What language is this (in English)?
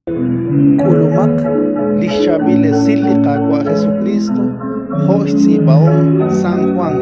Kekchí